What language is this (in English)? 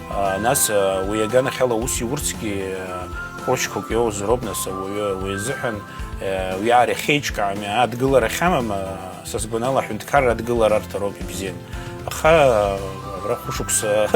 Abkhazian